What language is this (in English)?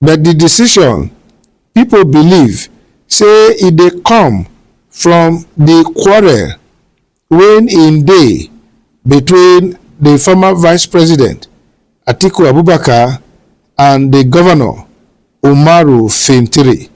Nigerian Pidgin